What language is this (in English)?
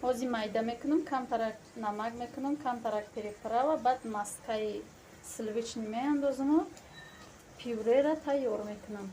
Tajik